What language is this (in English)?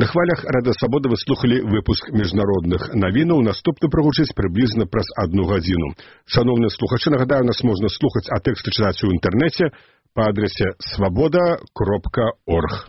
Belarusian